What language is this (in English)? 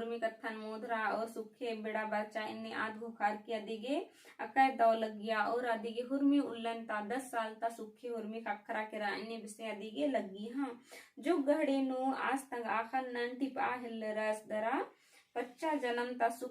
Kurukh